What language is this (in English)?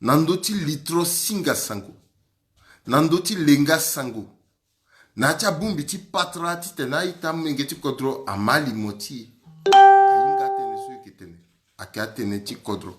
Sango